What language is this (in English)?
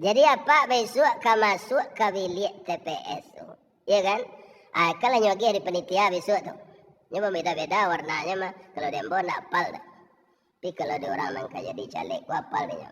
Minangkabau